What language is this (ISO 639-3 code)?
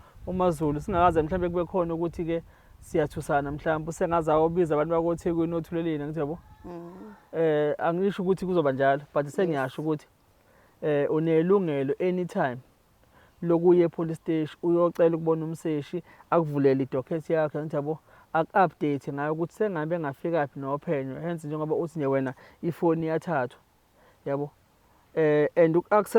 zul